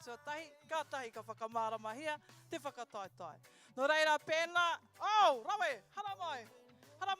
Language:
Māori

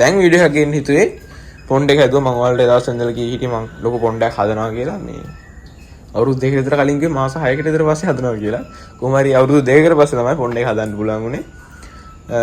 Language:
Sinhala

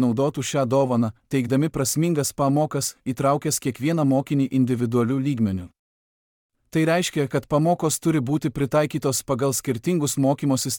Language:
Lithuanian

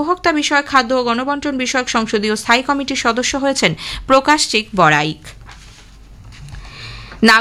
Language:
Bangla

